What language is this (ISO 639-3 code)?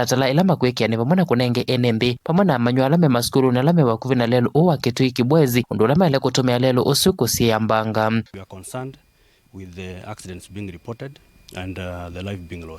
kam